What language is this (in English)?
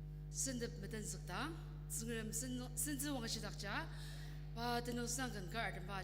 Ao Naga